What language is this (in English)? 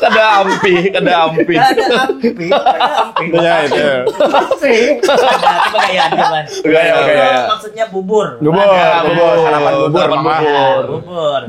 Banjar